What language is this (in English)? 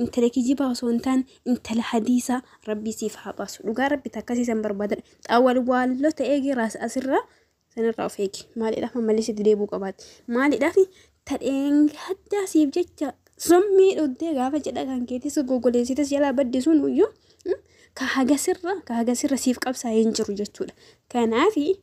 Oromo